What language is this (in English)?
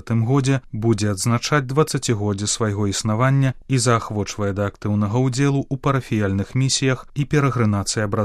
Belarusian